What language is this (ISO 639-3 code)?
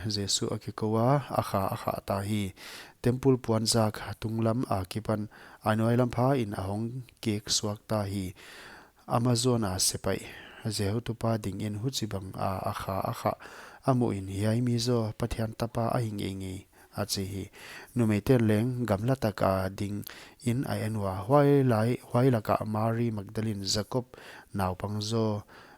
pck